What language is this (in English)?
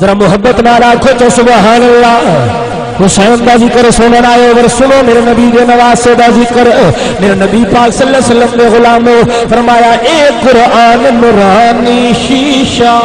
Saraiki